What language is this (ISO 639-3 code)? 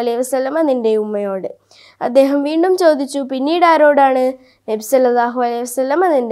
mal